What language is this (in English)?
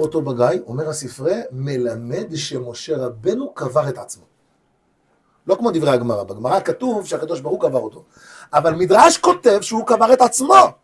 Hebrew